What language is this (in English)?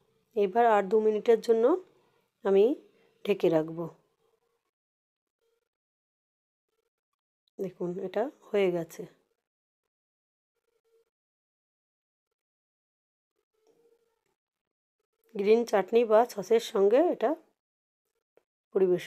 Bangla